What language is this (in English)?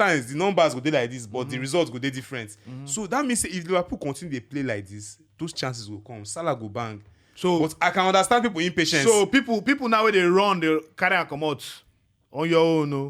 Nigerian Pidgin